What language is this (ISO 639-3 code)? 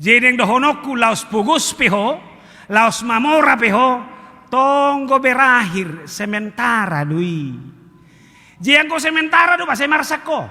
bbc